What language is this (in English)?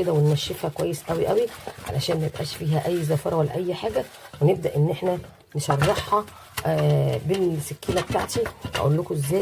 Egyptian Arabic